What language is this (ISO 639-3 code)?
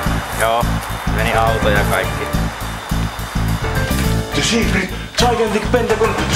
fin